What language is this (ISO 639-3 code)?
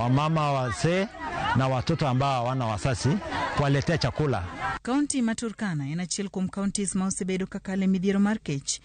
luo